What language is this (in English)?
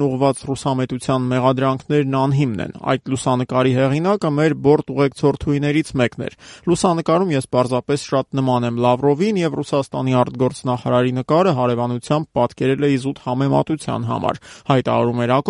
Armenian